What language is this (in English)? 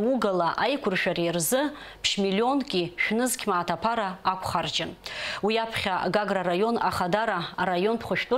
Abkhazian